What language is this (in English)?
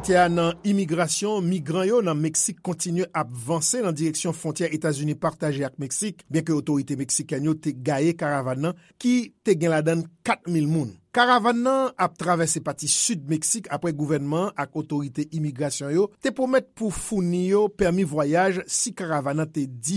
Haitian Creole